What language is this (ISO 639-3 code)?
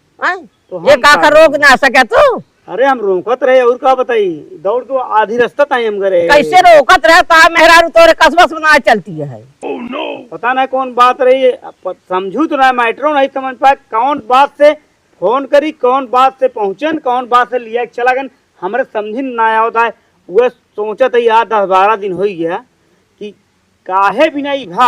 awa